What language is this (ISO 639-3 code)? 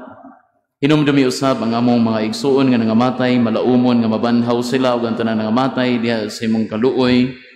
ceb